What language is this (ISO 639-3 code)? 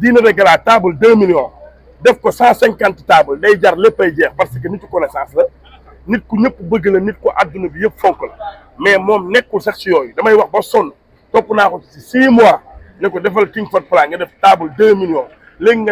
wol